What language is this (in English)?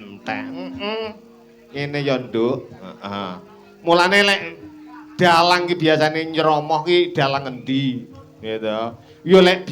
Javanese